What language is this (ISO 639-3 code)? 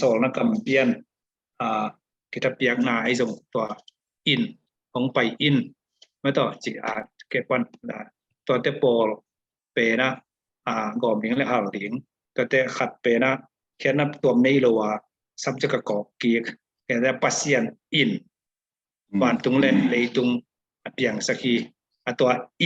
ctd